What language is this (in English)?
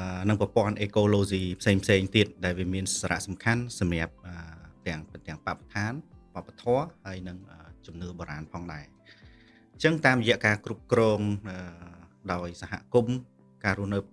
Khmer